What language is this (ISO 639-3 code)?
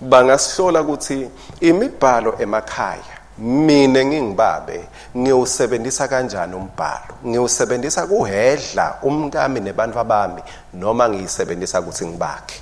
ssw